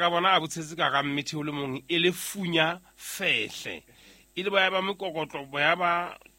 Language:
Southern Sotho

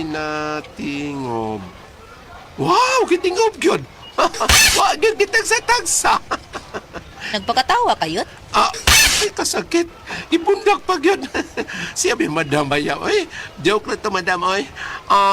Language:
Cebuano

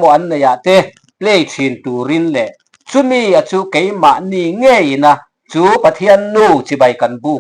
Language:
Mizo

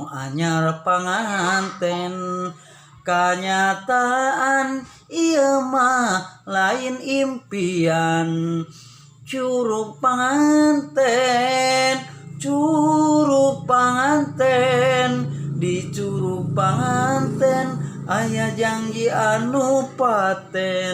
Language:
Sundanese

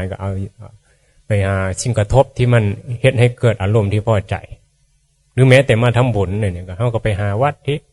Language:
Northeastern Thai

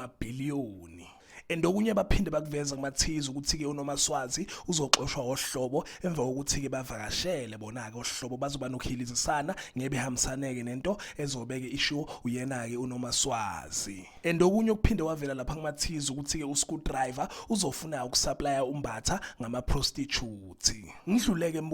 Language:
Zulu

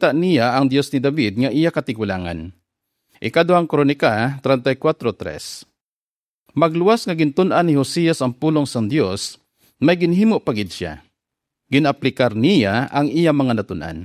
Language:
Hiligaynon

